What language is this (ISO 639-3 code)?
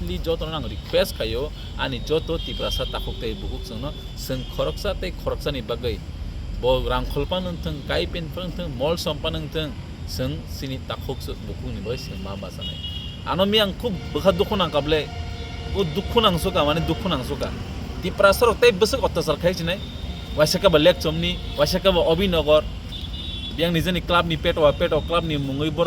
trp